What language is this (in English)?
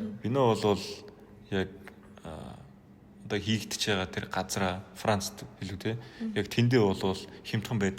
Mongolian